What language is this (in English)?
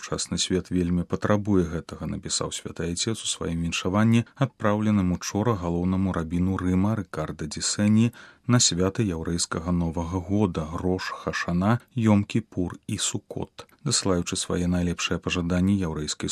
Belarusian